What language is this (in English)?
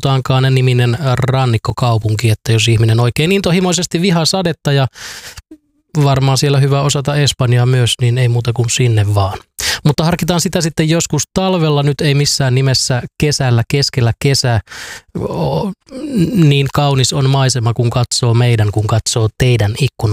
Finnish